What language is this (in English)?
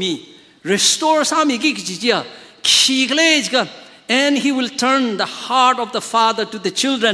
Tangkhul Naga (India)